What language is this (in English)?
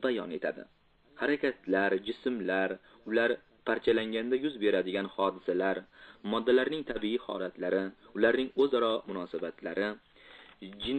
Uzbek